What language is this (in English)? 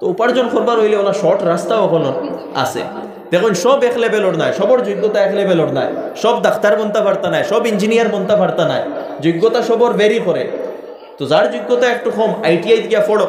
Sylheti